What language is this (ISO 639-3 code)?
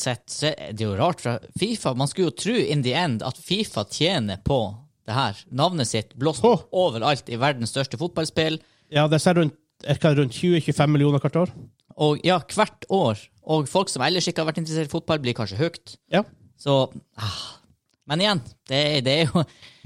nor